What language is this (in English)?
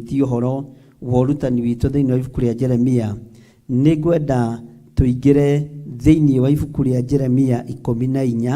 Kikuyu